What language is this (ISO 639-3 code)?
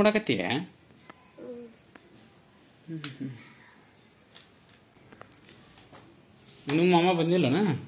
kan